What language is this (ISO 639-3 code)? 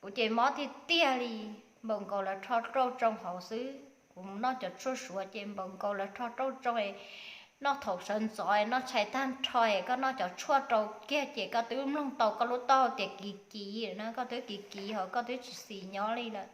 hmn